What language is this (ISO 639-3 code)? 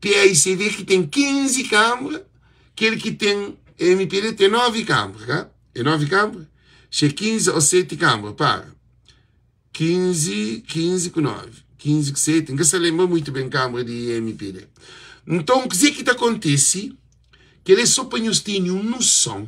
kea